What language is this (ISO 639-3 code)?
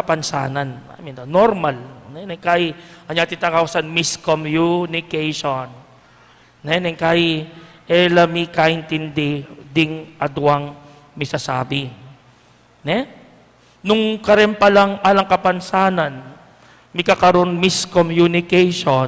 pam